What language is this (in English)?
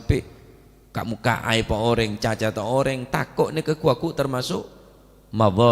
Madurese